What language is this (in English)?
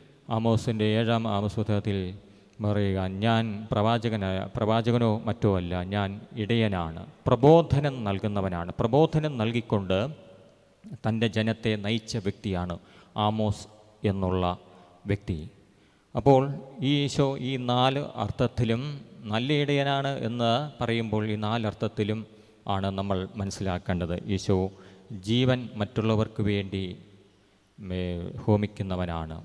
Malayalam